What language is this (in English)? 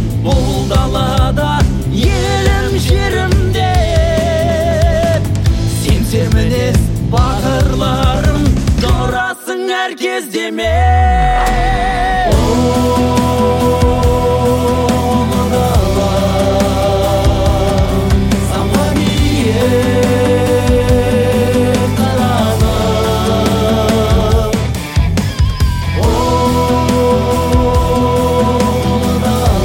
Kazakh